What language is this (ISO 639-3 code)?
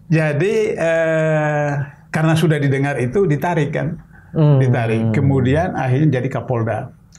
ind